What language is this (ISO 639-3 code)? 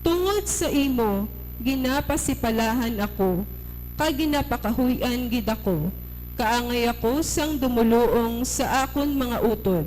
hil